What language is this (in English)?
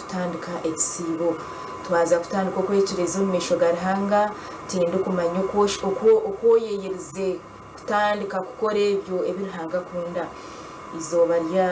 Nyankole